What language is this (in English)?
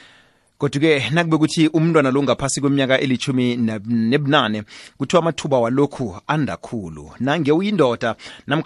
South Ndebele